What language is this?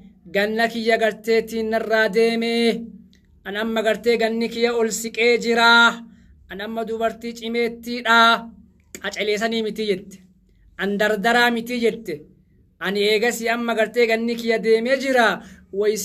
Oromo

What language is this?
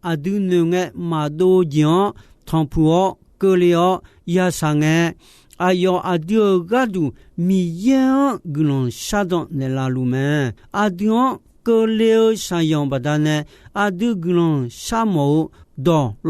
Akha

